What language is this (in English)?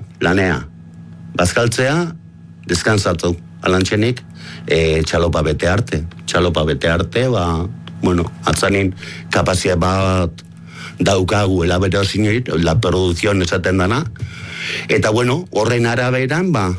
Basque